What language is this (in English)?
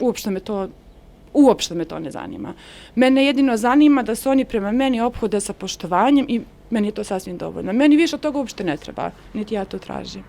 Bosnian